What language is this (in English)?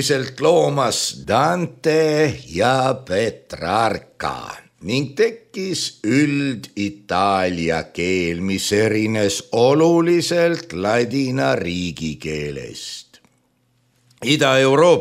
Estonian